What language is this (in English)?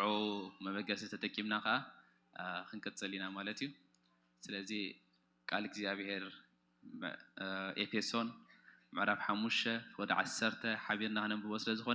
Tigrinya